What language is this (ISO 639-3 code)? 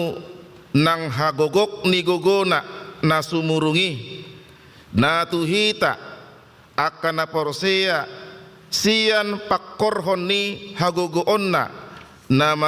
bbc